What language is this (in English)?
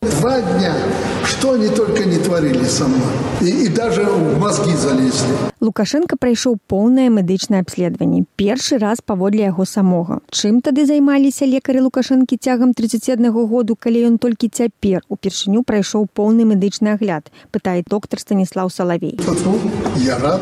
Belarusian